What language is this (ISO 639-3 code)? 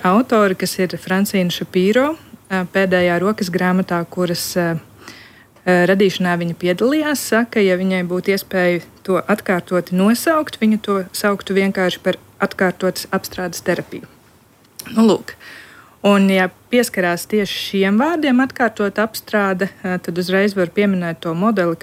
lav